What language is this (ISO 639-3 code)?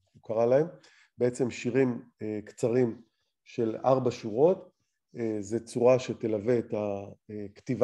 heb